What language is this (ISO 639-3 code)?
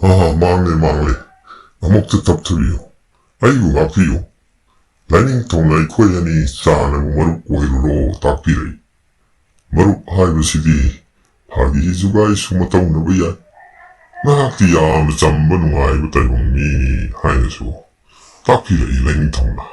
mni